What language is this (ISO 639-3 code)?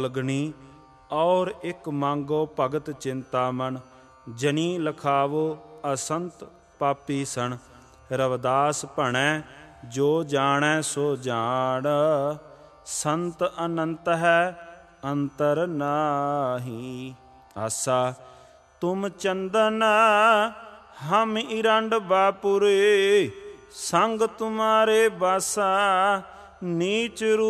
pan